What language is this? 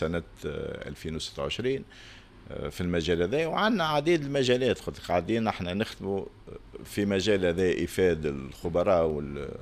Tunisian Arabic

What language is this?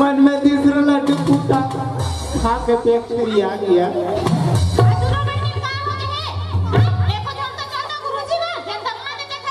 Chhattisgarhi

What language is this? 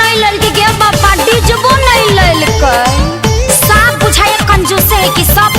Magahi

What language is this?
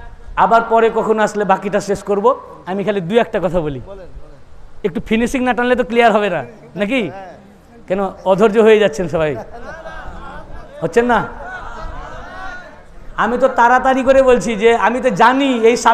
Bangla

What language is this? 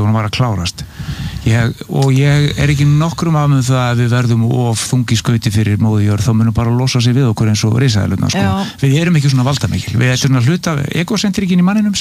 Icelandic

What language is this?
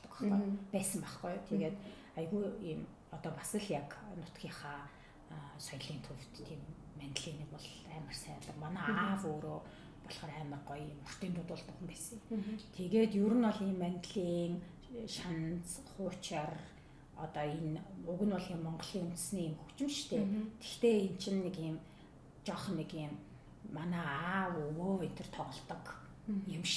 Mongolian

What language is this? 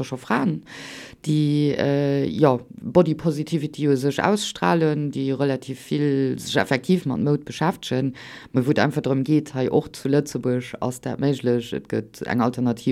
Luxembourgish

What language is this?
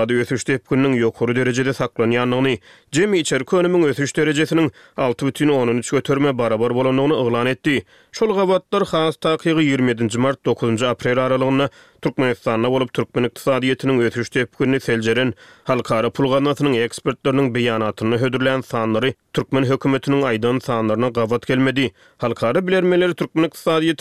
Turkmen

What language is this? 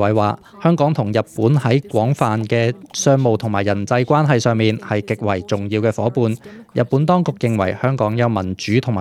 Cantonese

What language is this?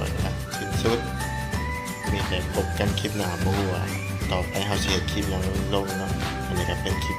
Lao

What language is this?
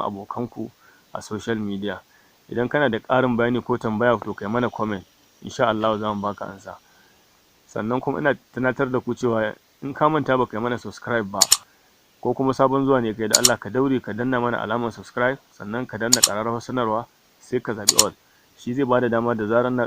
Hausa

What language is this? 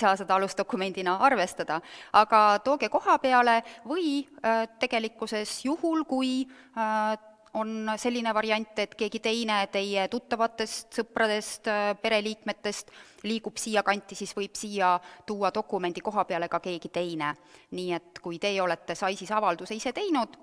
Estonian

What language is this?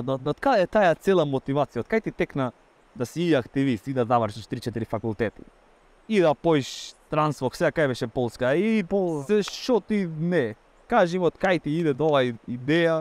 Macedonian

